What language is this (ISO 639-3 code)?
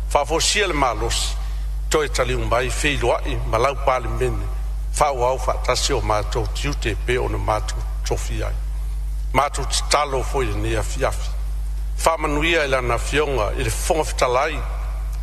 smo